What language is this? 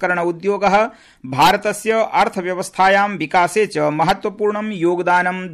Sanskrit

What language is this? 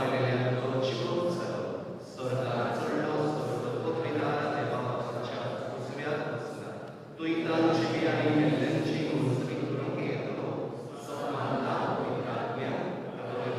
Konkani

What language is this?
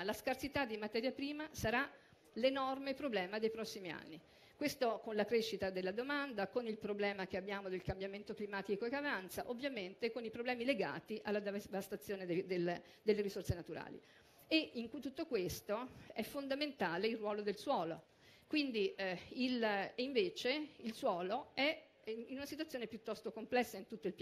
Italian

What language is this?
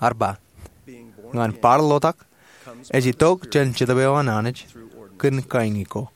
Marshallese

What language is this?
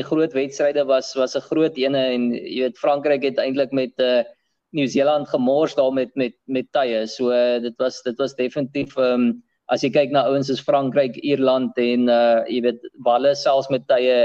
Afrikaans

